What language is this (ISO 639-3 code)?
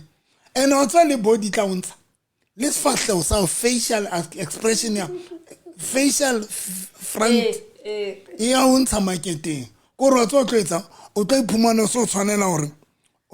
sot